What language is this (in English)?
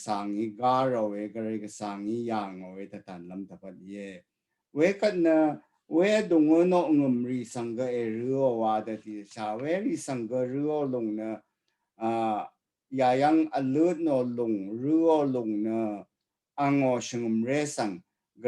Rawang